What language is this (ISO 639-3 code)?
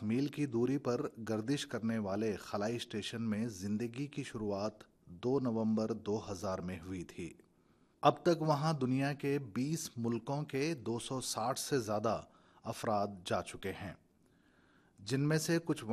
urd